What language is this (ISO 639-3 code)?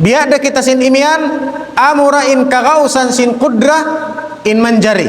tsg